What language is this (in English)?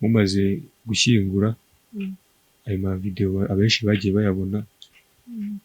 Kinyarwanda